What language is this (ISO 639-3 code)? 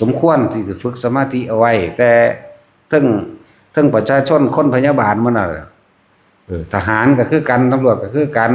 lao